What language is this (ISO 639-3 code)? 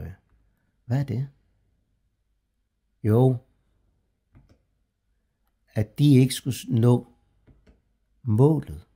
dan